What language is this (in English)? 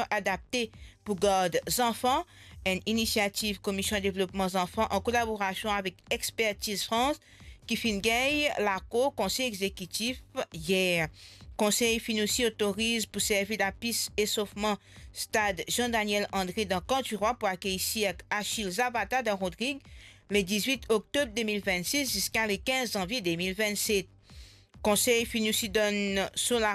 Morisyen